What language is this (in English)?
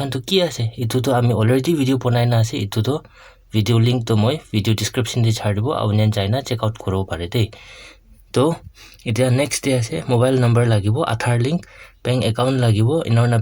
Naga Pidgin